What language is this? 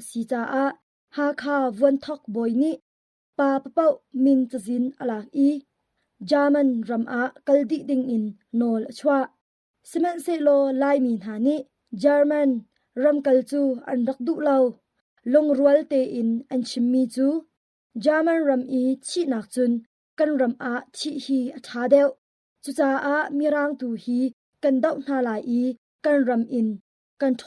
Hakha Chin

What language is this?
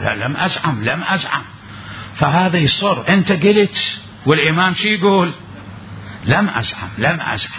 Mesopotamian Arabic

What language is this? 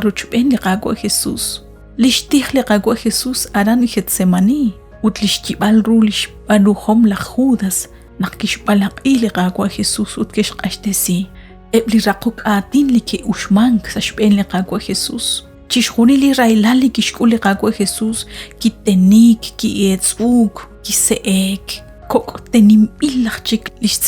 Kekchí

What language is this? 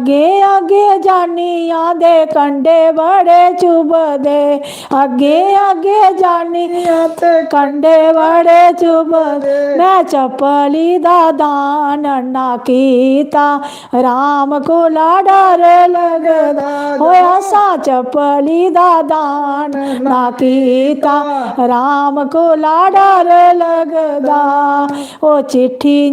Dogri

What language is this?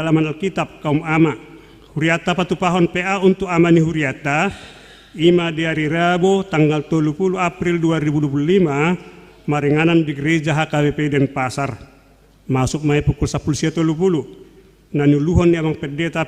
Batak Toba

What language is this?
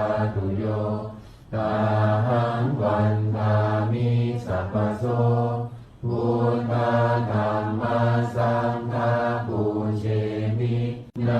Pali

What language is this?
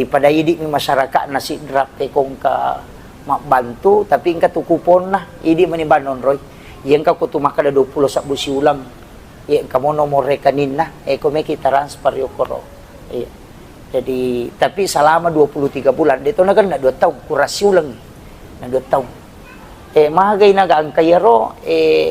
Buginese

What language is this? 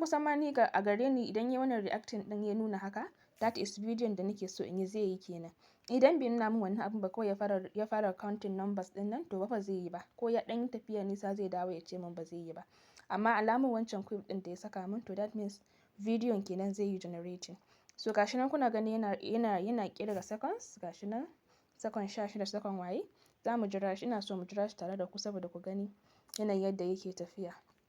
Hausa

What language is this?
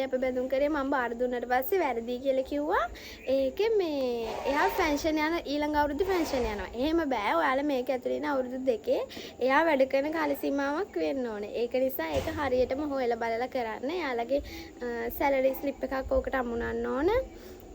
Sinhala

